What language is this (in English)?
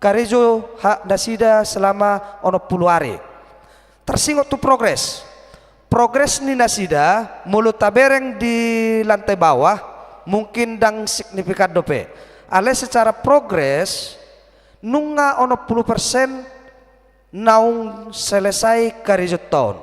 Batak Toba